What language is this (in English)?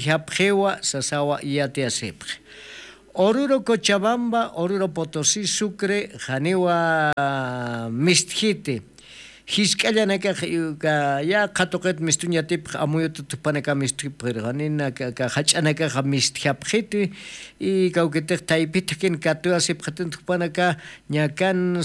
Aymara